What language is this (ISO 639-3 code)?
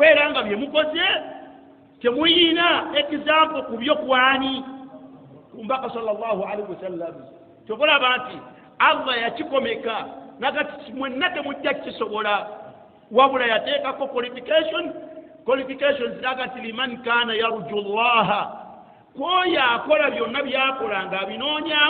lug